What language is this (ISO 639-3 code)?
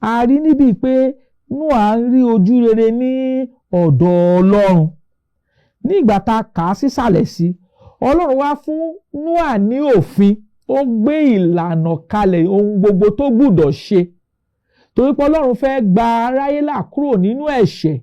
yor